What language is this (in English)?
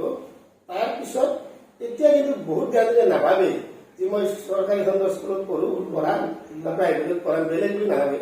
Assamese